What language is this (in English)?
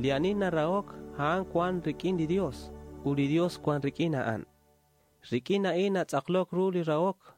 Kekchí